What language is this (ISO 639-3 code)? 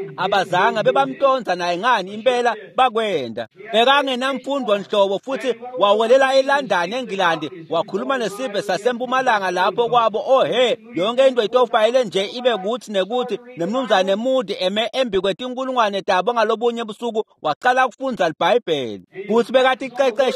ssw